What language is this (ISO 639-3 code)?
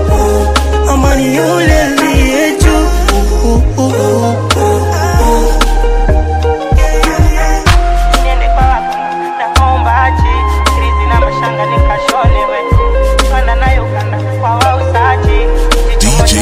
swa